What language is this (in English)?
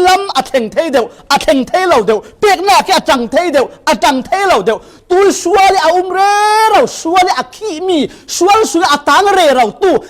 Falam Chin